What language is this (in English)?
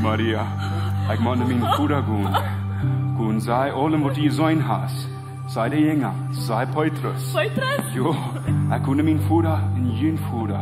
Plautdietsch